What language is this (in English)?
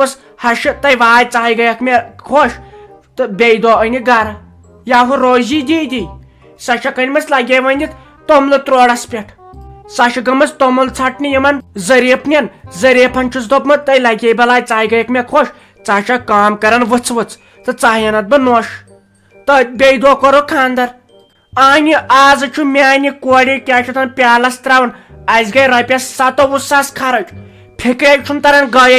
Kashmiri